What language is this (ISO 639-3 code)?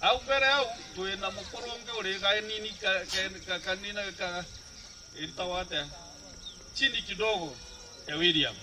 mer